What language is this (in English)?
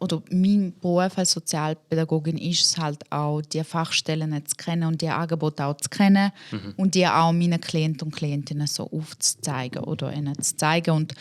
Swiss German